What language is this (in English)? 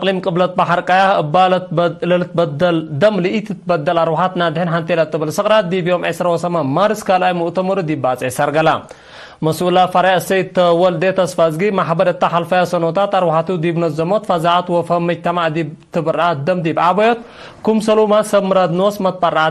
Tigre